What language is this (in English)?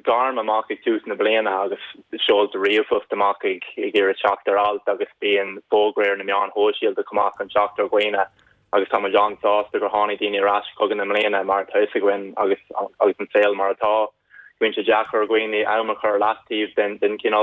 Irish